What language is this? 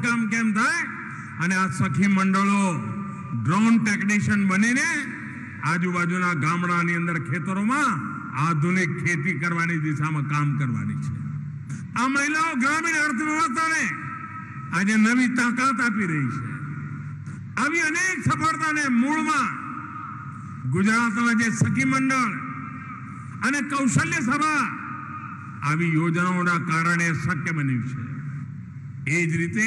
Gujarati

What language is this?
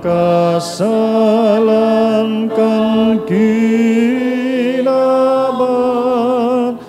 Bikol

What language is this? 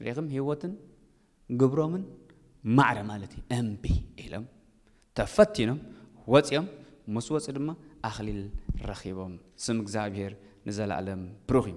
Tigrinya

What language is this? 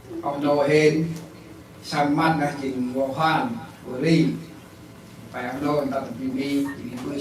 Central Mnong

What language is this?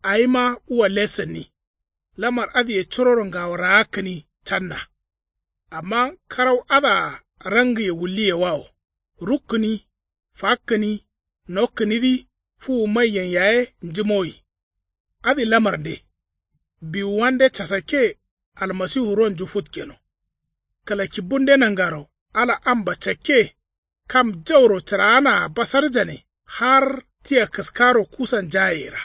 Kanuri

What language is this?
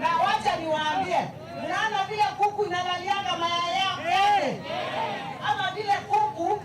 Kamba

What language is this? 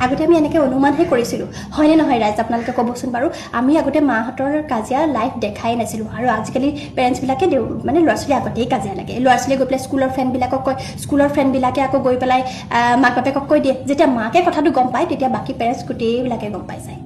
Assamese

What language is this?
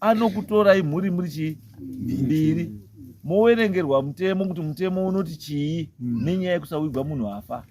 Shona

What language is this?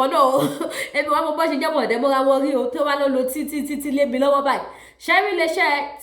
Yoruba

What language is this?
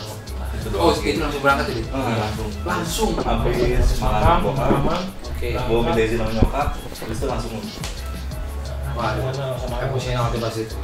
Indonesian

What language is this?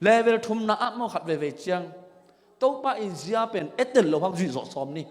Tedim Chin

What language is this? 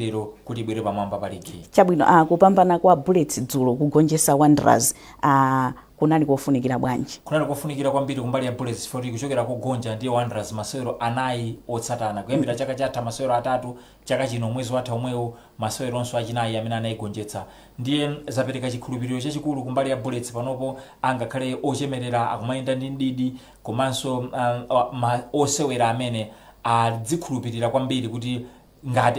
Nyanja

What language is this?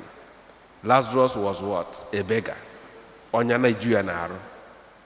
Igbo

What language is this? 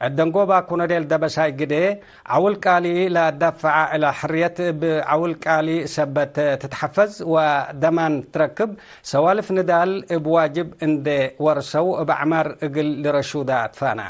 Tigre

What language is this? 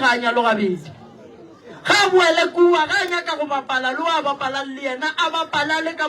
Northern Sotho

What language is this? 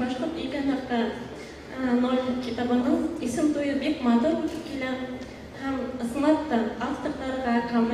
Bashkir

